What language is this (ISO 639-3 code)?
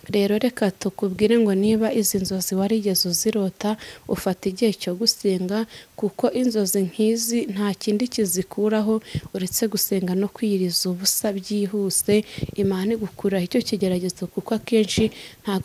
kin